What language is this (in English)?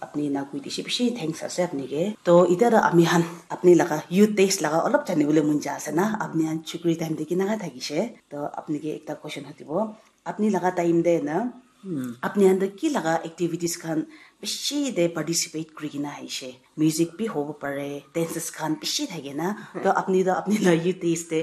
Naga Pidgin